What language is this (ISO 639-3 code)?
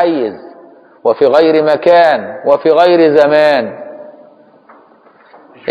ara